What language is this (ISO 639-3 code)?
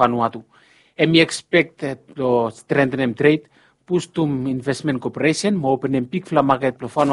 bis